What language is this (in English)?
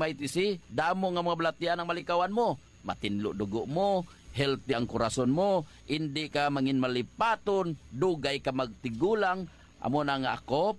Hiligaynon